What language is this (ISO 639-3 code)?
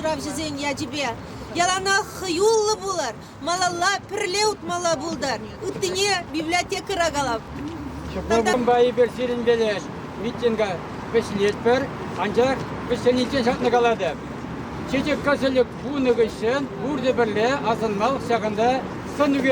chv